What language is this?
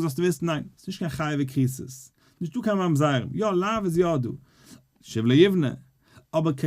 Yiddish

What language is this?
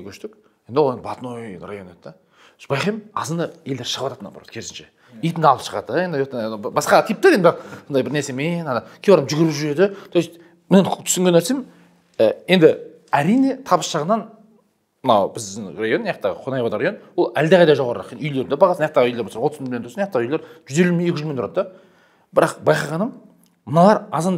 Kazakh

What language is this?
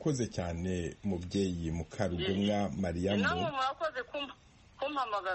Kinyarwanda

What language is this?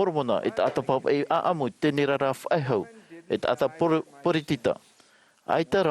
Tahitian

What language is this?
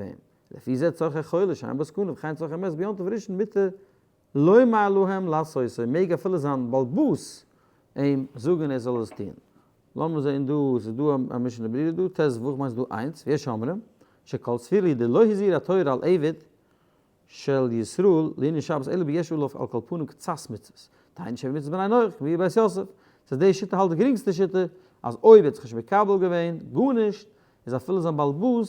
Yiddish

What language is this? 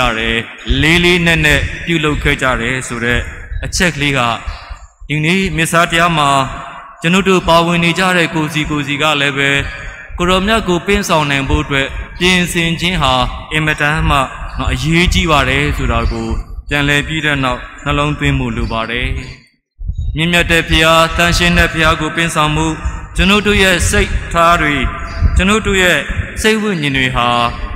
Burmese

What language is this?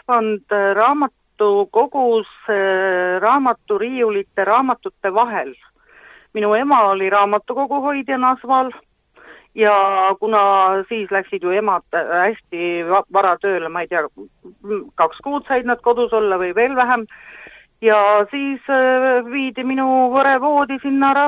Estonian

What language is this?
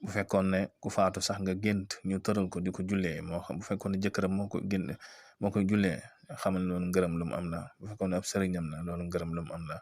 Wolof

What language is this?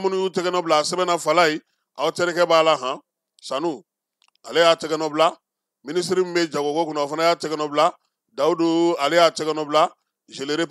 Bambara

